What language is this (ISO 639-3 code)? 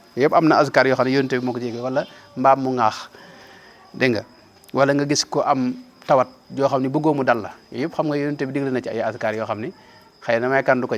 wol